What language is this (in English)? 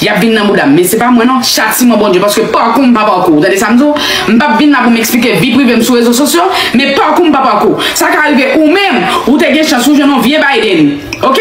Haitian Creole